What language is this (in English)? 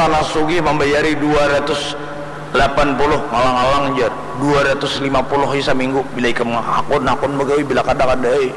Banjar